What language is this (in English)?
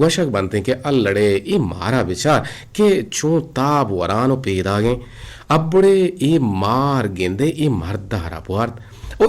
Eastern Balochi